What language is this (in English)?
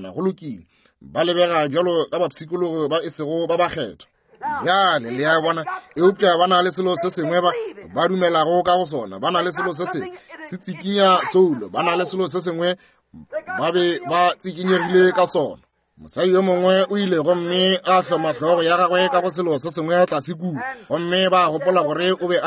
Northern Sotho